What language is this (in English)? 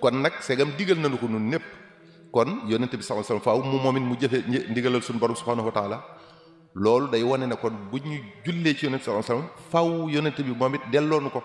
Wolof